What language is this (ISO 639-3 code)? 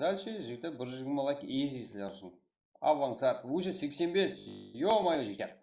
kaa